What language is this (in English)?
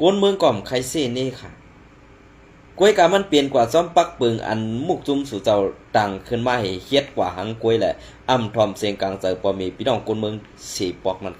Shan